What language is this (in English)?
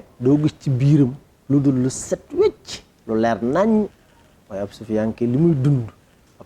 Wolof